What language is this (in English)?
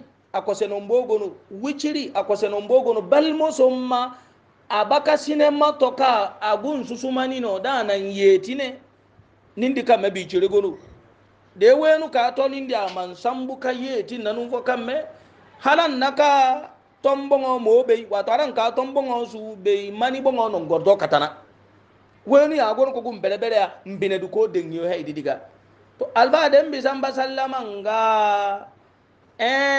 Hausa